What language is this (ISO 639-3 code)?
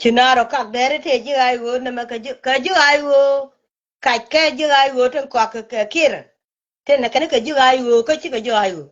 nus